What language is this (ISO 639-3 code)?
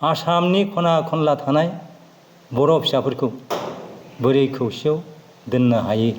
brx